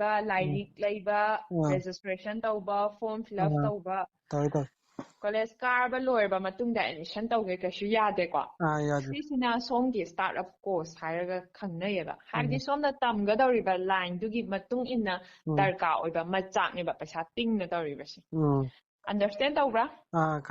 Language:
Manipuri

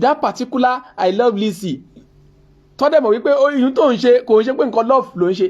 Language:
Yoruba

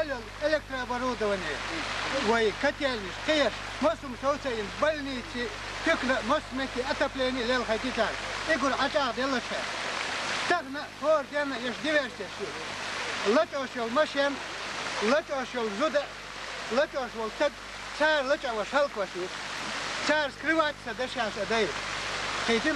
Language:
Chechen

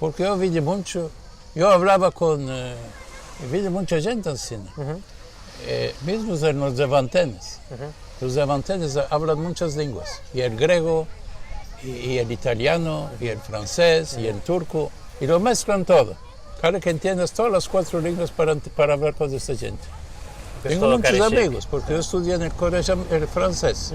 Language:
Ladino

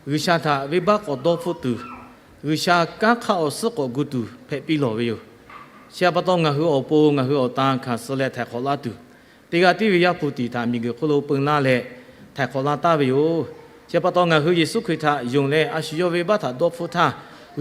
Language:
Lahu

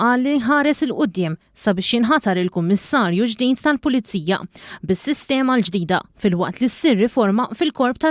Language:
Maltese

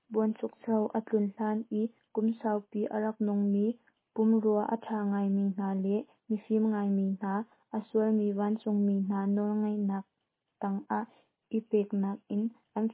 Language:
Hakha Chin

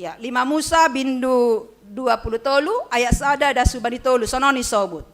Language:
Batak Simalungun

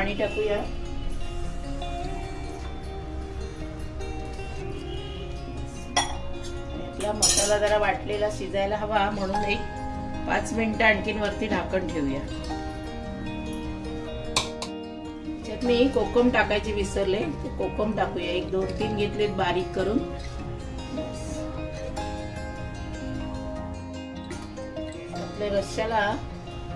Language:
Marathi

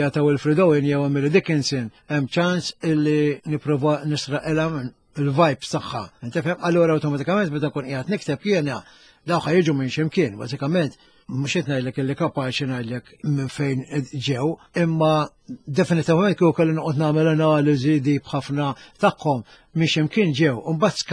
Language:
Maltese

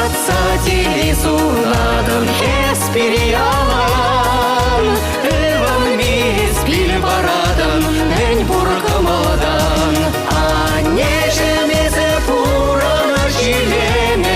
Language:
Chuvash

